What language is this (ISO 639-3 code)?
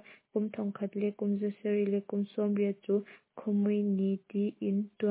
cnh